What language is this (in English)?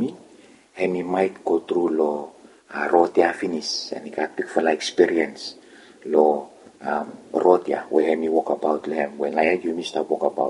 Bislama